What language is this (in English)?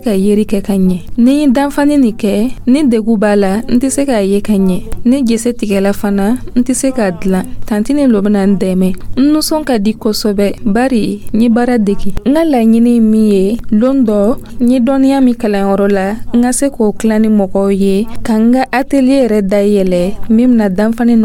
Dyula